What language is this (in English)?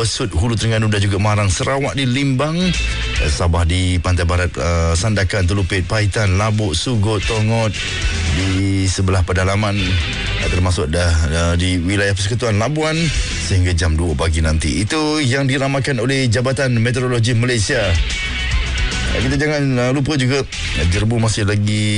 Malay